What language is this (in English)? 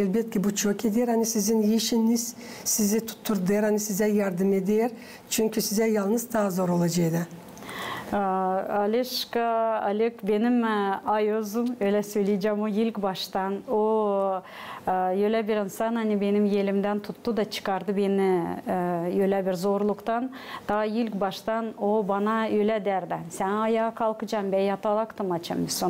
Gagauz